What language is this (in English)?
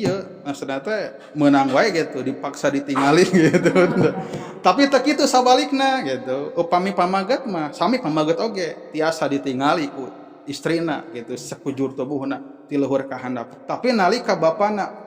Sundanese